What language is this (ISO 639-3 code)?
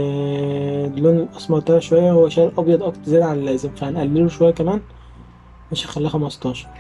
arz